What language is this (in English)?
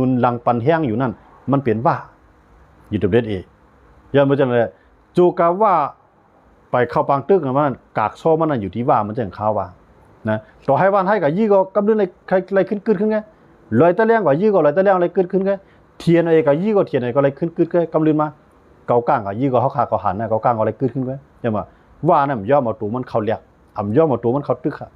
Shan